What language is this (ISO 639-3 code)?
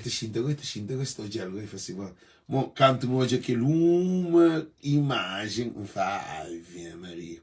kea